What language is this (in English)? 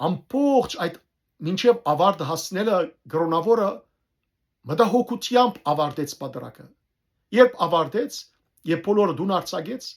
Western Armenian